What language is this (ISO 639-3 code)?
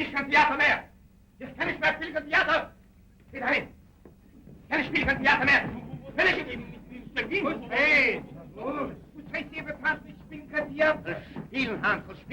yid